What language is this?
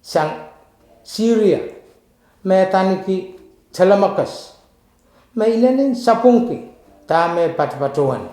Pohnpeian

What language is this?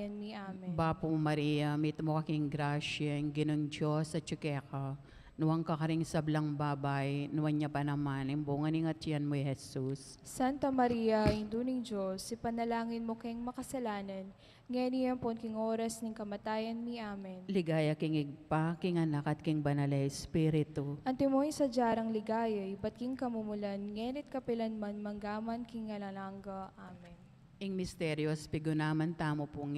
Pampanga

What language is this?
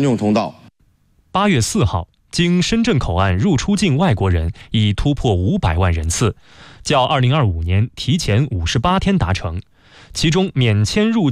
Chinese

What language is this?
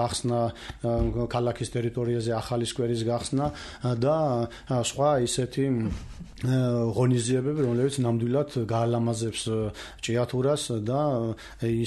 Georgian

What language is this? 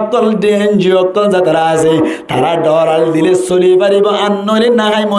Rohingya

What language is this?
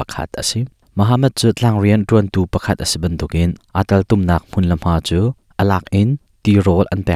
Hakha Chin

